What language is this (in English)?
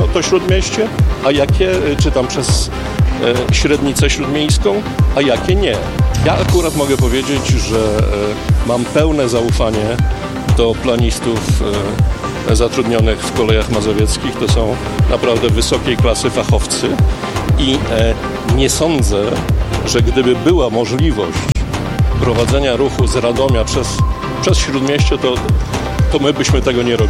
Polish